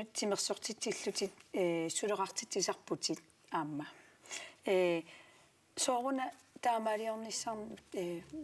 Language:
Kalaallisut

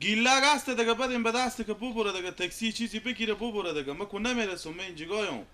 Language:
Persian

